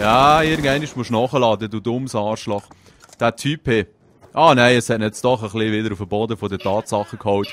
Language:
Swiss German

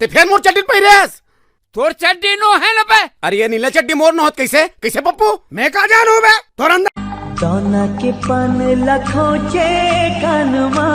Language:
Chhattisgarhi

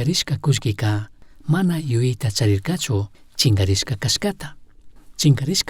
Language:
Chimborazo Highland Quichua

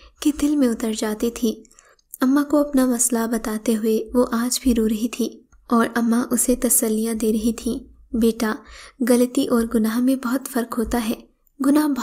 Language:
Urdu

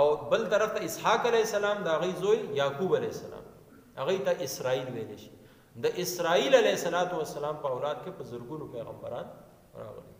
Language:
Pashto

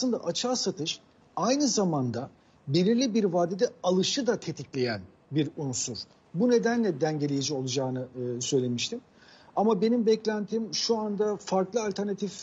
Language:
Turkish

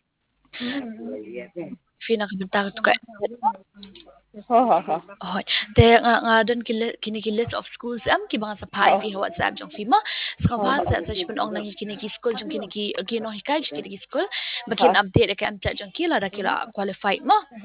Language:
Khasi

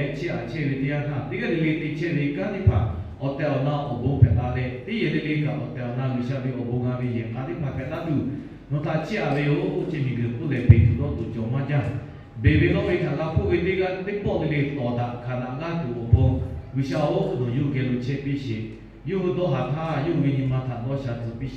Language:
Lahu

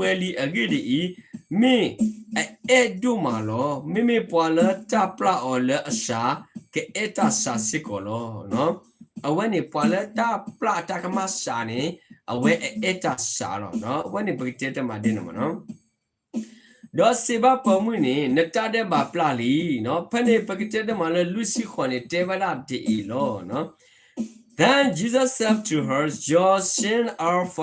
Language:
S'gaw Karen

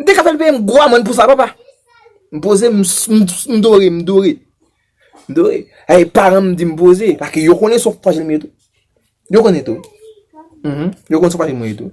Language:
Haitian Creole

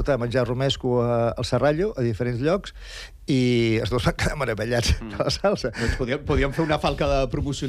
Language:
Catalan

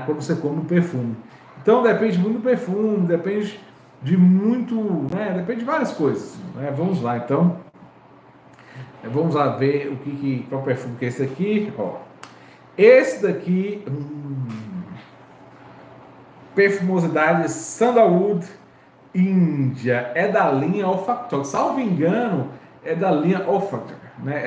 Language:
Portuguese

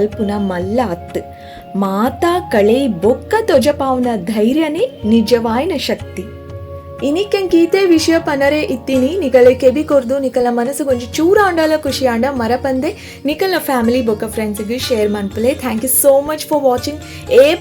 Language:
Tulu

